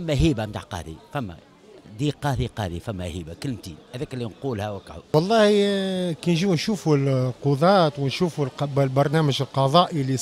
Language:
Tunisian Arabic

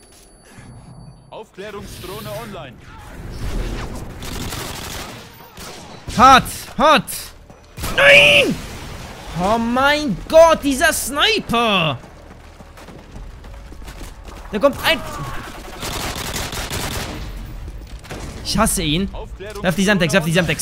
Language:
German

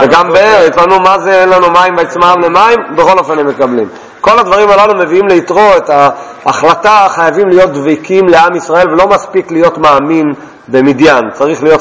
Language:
Hebrew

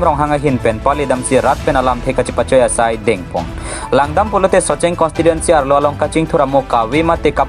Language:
Karbi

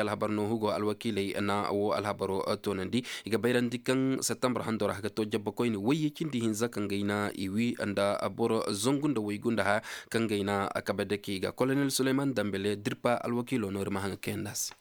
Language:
Zarma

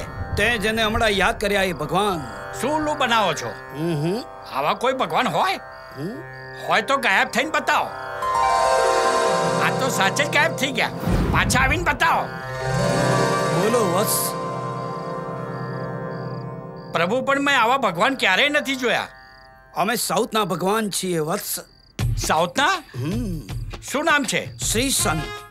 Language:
Gujarati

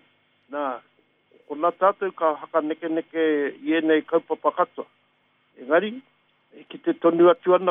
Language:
Māori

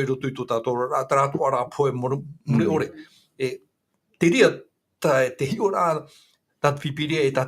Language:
Tahitian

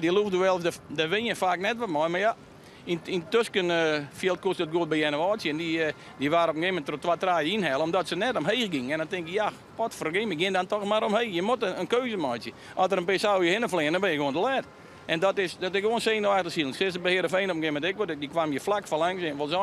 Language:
Western Frisian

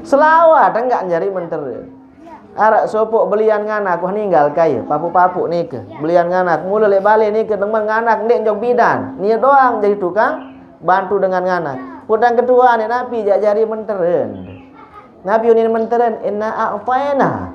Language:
Sasak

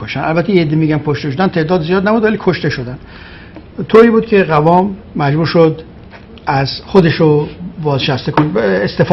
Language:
Persian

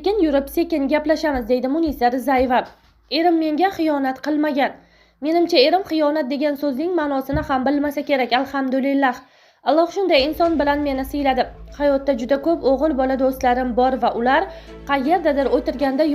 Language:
Uzbek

